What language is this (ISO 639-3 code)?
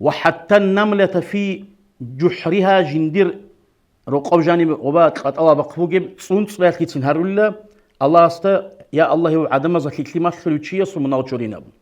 ava